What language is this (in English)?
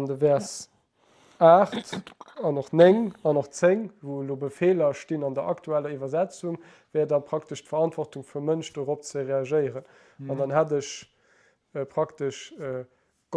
Luxembourgish